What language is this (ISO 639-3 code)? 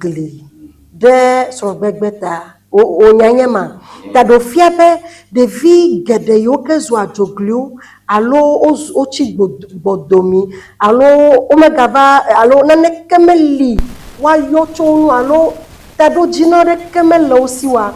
ewe